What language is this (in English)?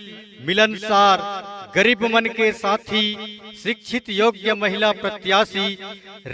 Chhattisgarhi